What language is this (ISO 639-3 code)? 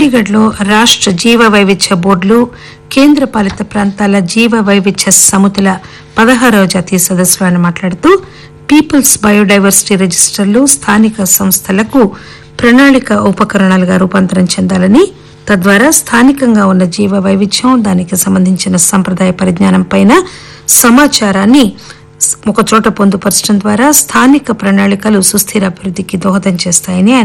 tel